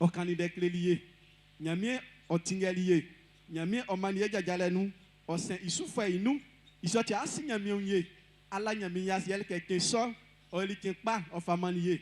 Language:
Baoulé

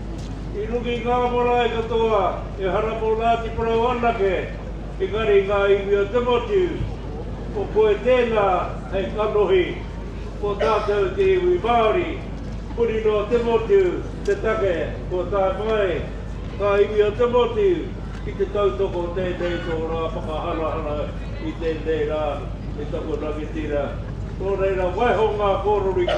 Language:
Māori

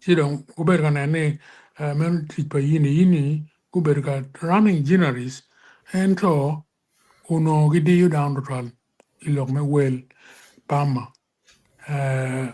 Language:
Acoli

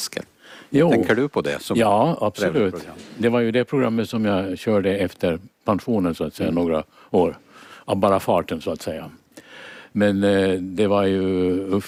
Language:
Swedish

